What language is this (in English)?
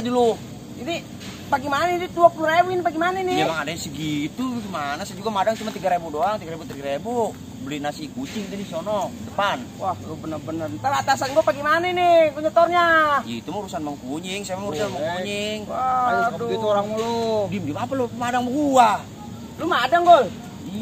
Betawi